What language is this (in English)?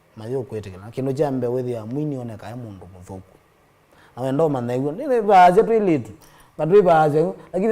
Kamba